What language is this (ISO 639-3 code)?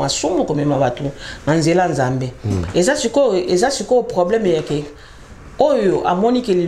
lin